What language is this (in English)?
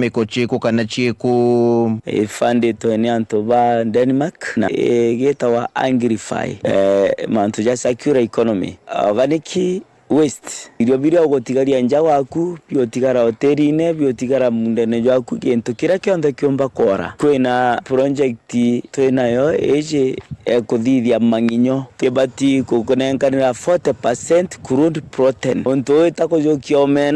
Meru